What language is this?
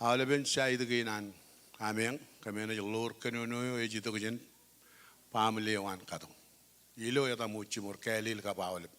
Marshallese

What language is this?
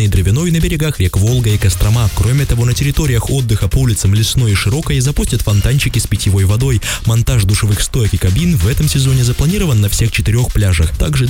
Russian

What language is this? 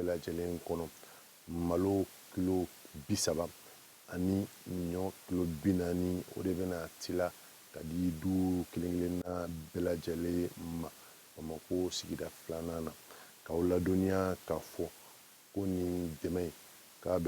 Bambara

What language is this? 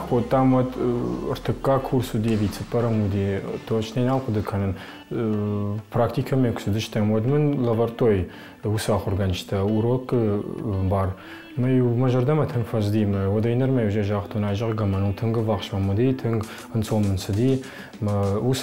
Ossetic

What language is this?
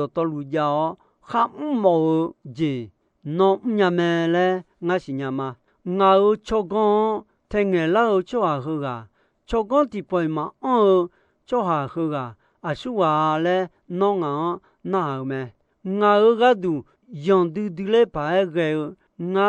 Akha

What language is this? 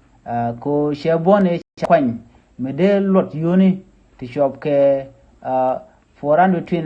Nuer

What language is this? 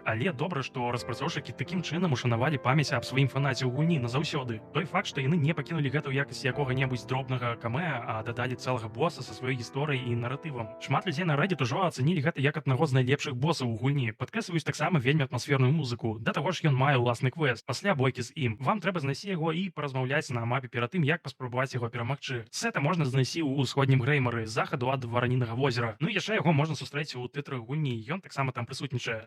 Belarusian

